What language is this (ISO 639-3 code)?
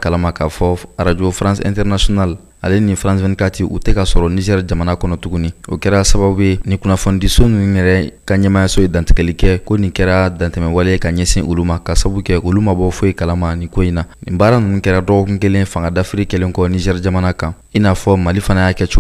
bam